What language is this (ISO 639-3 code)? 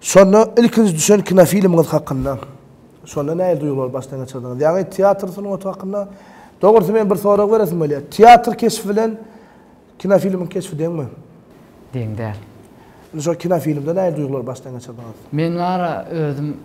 tuk